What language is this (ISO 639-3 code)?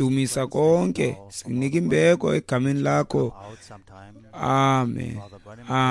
xho